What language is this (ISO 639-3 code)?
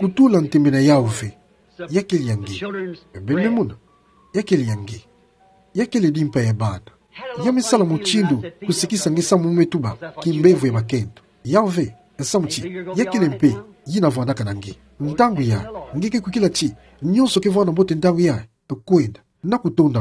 ktu